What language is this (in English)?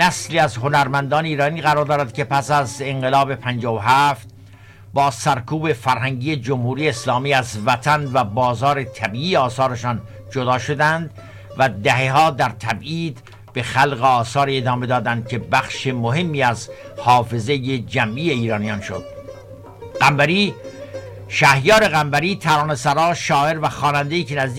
Persian